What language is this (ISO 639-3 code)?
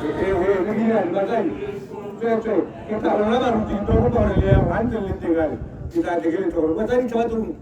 tsn